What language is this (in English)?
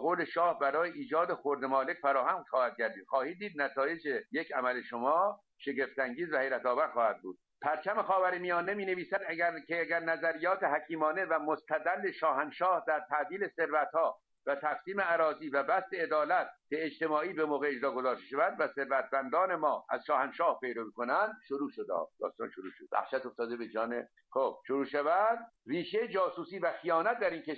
Persian